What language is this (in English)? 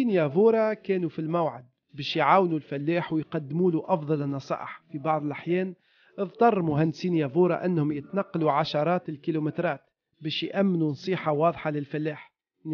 Tunisian Arabic